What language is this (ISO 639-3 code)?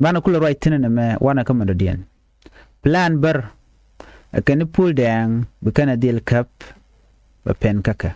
nus